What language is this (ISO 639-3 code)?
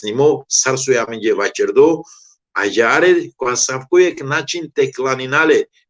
rmn